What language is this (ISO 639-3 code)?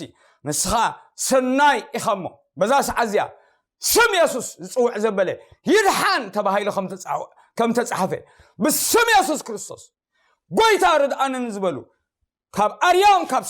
tir